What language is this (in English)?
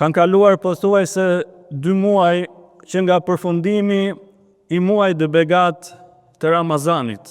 Albanian